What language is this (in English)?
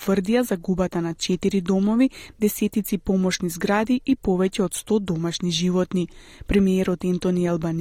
Macedonian